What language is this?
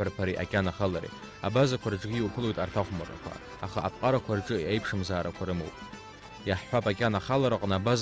Abkhazian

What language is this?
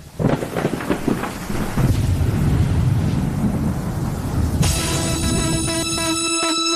Afrikaans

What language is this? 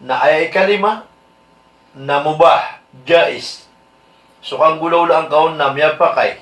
Maranao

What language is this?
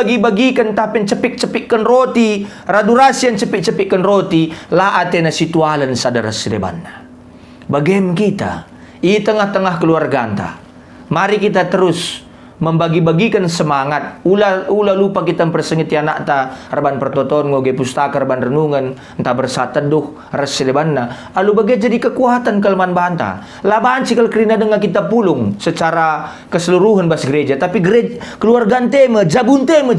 Batak Karo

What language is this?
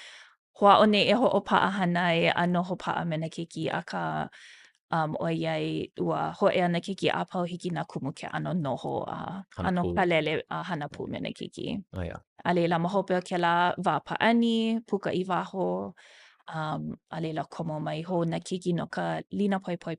Hawaiian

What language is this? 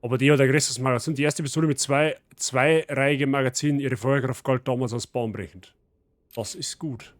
Bavarian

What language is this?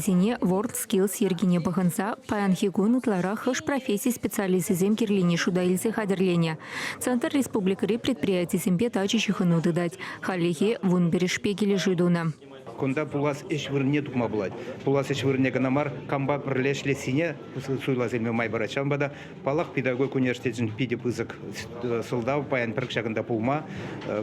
Chuvash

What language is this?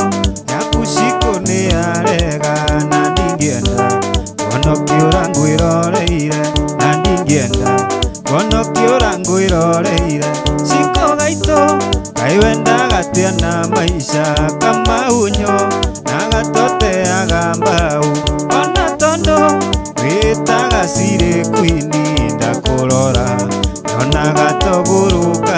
Kikuyu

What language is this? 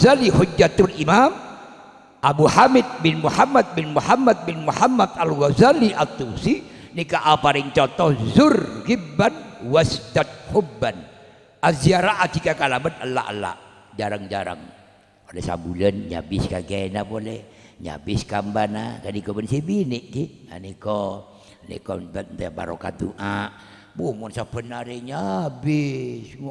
Madurese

